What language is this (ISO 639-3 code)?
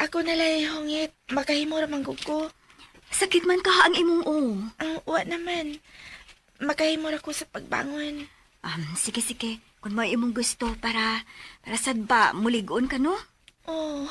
ceb